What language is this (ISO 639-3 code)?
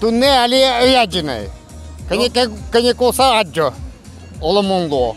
udm